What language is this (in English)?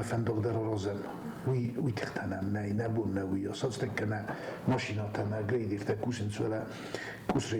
Ossetic